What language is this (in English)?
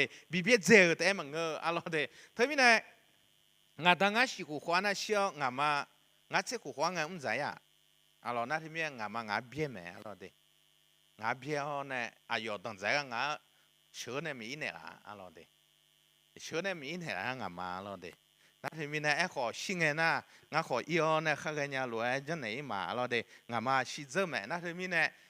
Akha